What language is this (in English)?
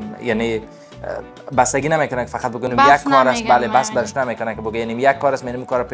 Persian